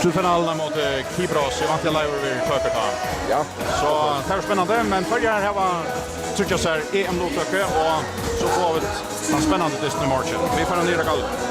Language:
Faroese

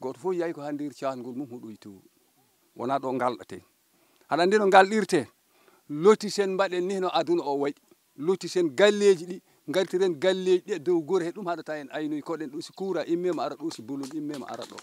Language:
Fula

